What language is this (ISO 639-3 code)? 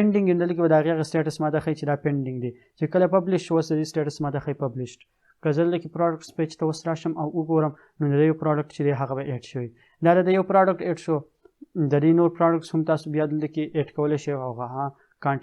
pus